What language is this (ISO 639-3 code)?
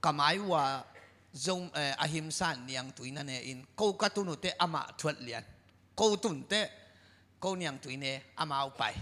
ctd